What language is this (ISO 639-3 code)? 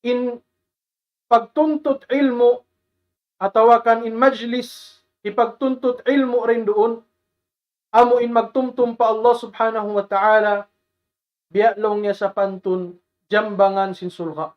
tsg